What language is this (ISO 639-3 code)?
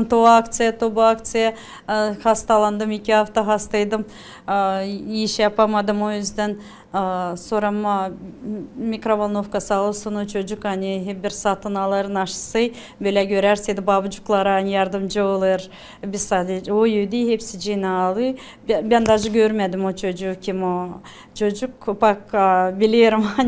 gag